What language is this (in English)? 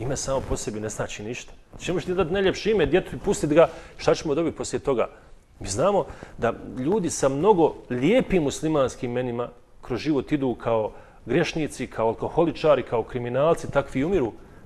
Bosnian